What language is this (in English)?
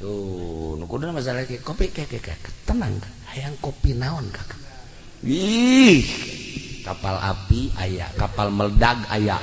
Sundanese